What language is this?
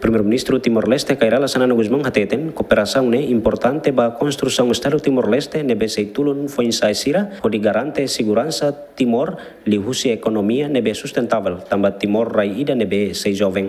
Tetum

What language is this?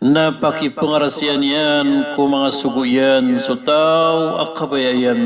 Maranao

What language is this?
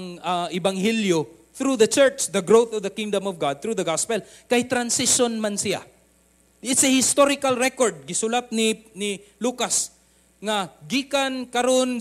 Cebuano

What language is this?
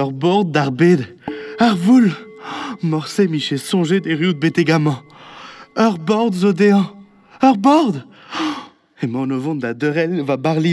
Breton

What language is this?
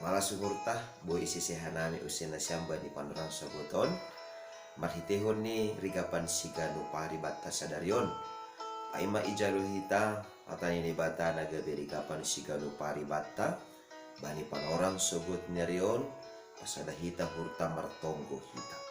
Batak Simalungun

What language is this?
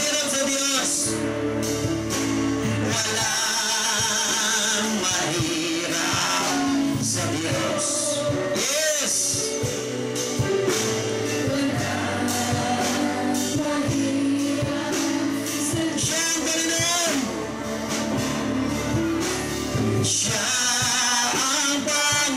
Filipino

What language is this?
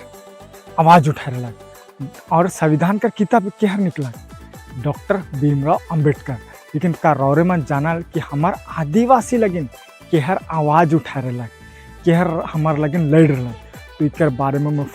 Sadri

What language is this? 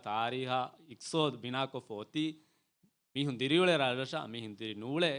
Divehi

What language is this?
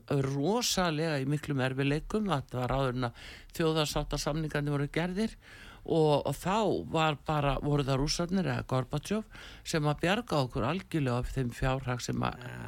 Icelandic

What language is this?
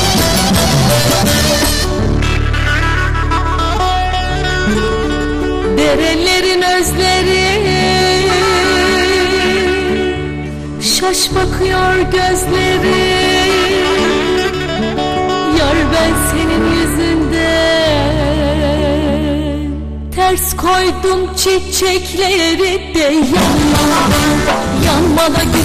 Turkish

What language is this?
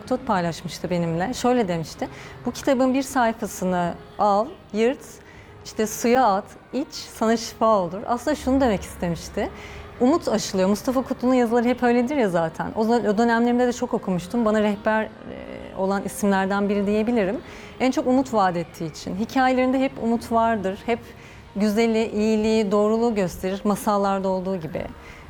Turkish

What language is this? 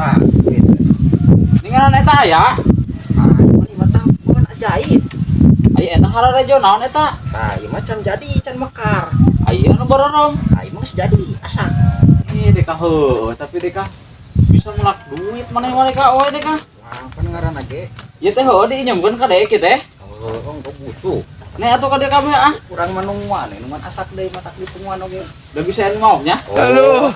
Sundanese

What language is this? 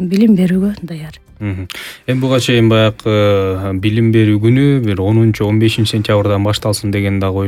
Kyrgyz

